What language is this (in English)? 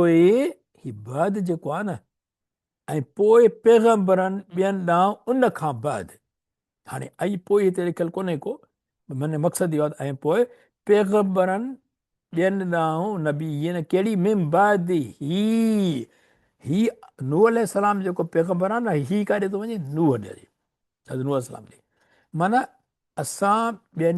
Sindhi